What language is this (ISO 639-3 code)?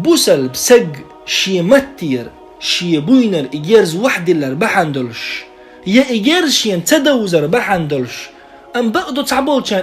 che